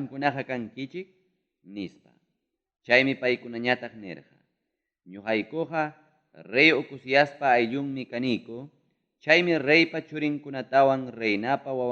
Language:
Ayacucho Quechua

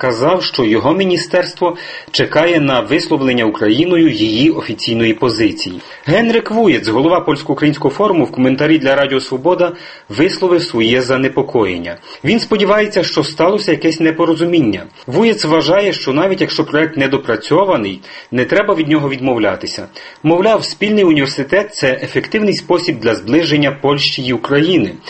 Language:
Ukrainian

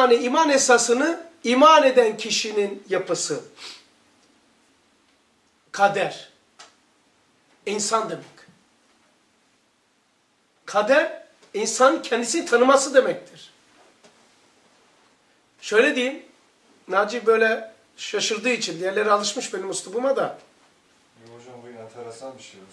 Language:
Turkish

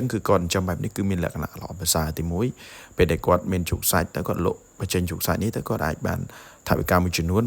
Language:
Khmer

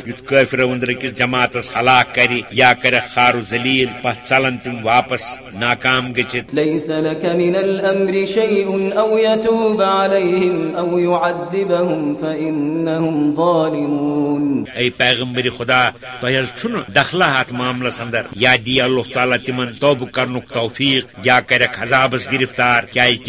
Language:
Kashmiri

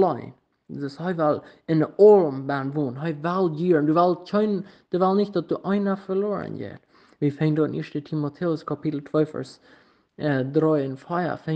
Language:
Plautdietsch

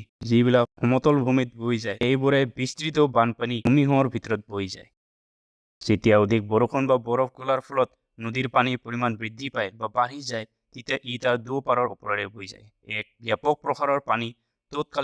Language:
Assamese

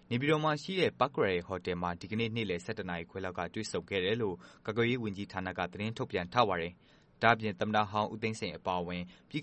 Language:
Burmese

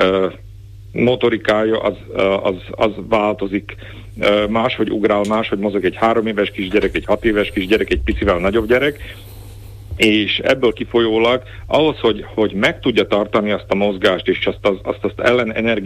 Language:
Hungarian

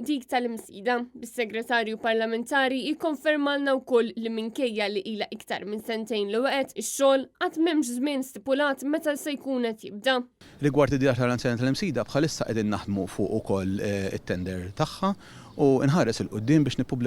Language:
Maltese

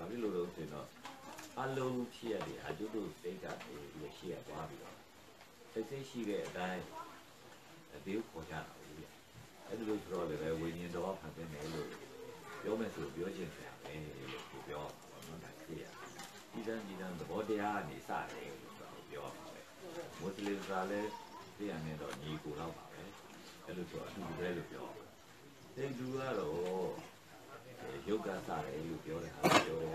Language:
Burmese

